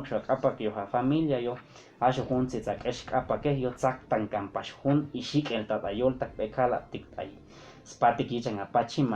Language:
Chuj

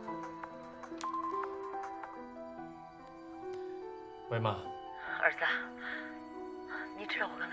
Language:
Chinese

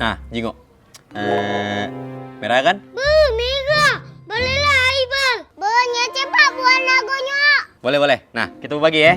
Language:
Musi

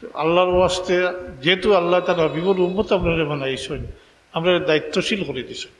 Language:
Sylheti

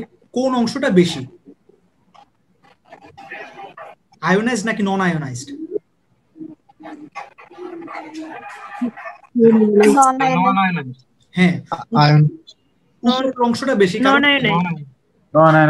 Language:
Bangla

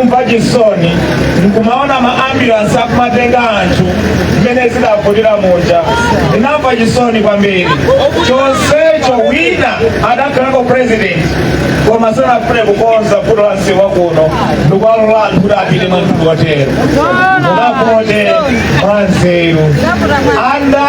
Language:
Nyanja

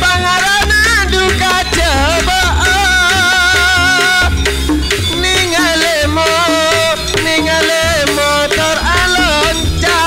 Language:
Madurese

